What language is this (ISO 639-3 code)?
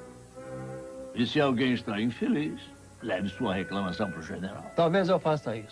por